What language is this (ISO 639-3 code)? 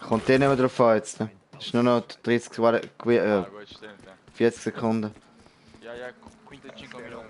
gsw